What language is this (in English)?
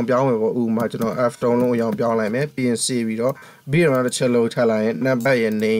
Burmese